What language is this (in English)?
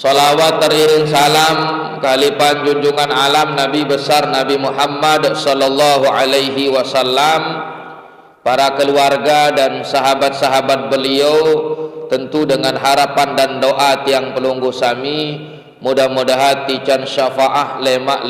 Sasak